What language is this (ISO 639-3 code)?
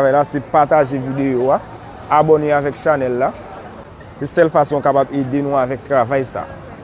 hat